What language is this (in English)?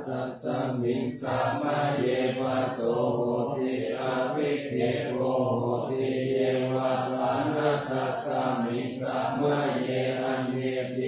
Pali